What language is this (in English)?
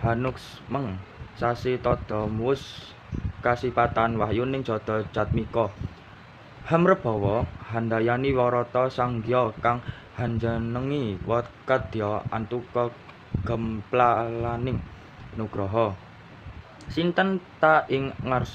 Javanese